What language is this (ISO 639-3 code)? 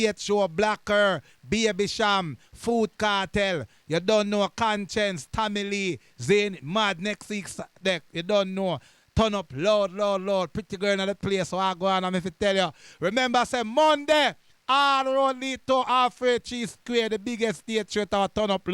jam